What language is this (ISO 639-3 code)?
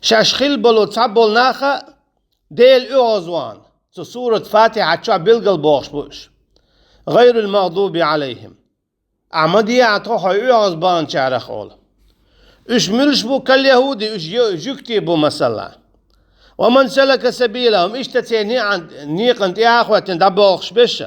che